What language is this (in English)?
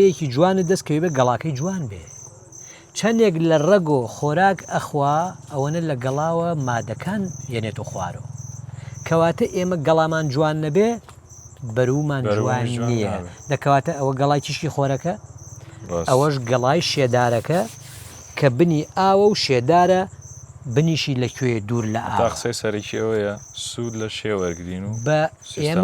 Central Kurdish